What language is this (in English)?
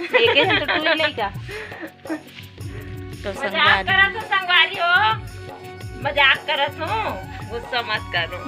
Chhattisgarhi